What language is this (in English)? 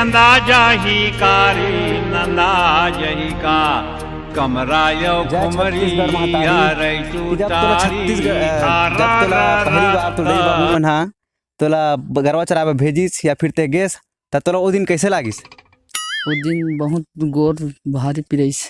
Chhattisgarhi